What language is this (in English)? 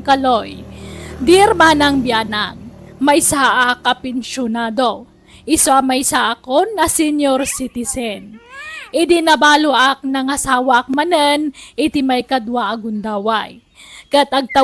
Iloko